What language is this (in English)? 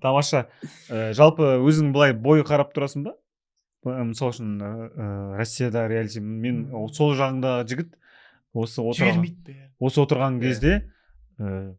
Kazakh